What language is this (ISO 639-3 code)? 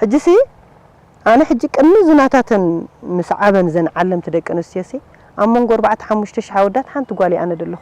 tir